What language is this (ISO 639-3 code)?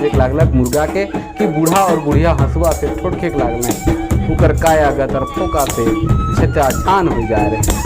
sck